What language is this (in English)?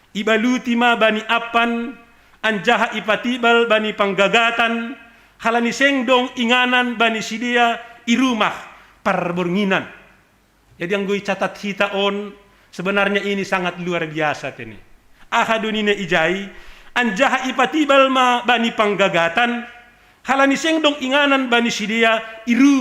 Batak Simalungun